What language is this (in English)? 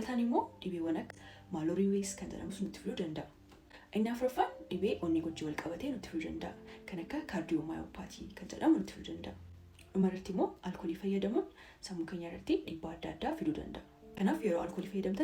Oromo